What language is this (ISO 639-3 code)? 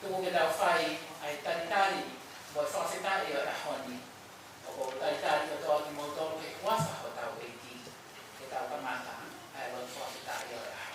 ton